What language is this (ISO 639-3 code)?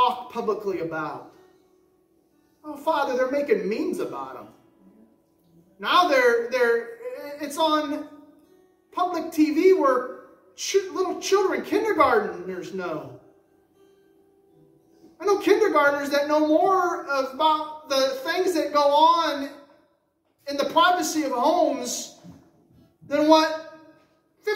eng